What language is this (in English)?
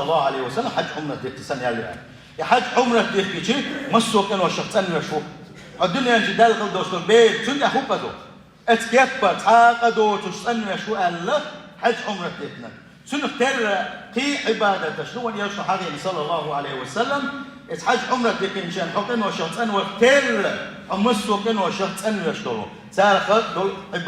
Chechen